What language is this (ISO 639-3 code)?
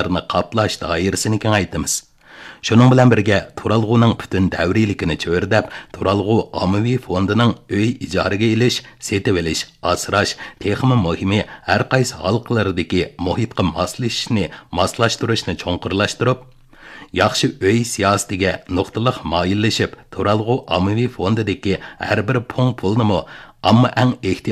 uig